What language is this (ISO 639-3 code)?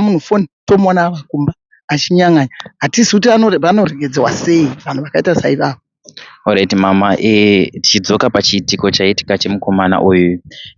sna